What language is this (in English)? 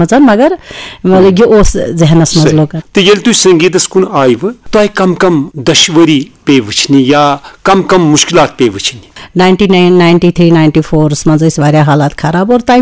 Kashmiri